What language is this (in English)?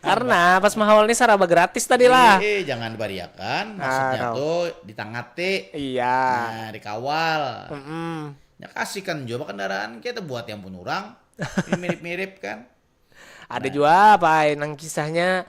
Banjar